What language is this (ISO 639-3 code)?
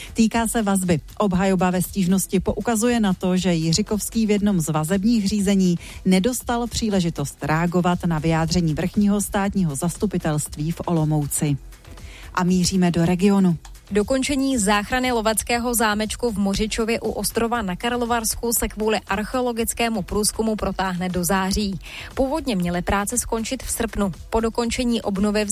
ces